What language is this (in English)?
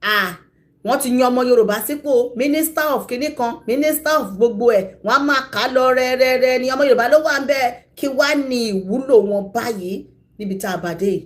Yoruba